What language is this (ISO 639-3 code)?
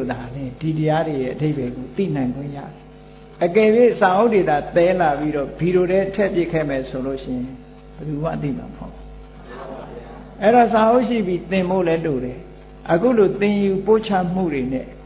mya